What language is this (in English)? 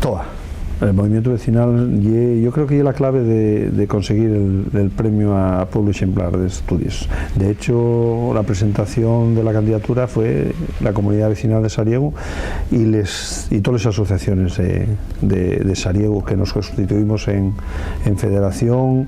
Asturian